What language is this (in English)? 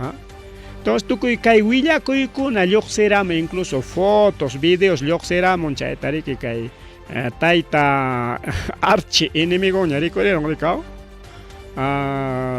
Ayacucho Quechua